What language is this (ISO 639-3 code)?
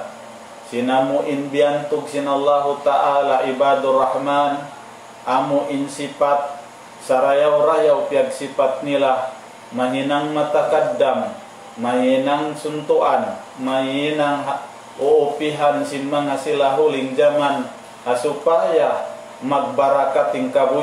tsg